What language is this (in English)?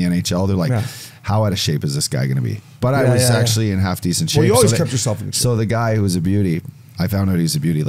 English